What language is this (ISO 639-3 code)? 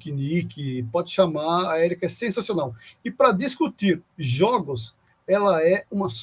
por